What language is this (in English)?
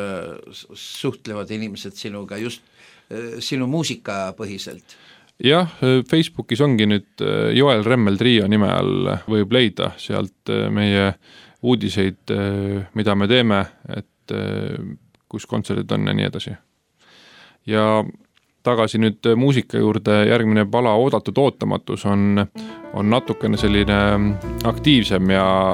Estonian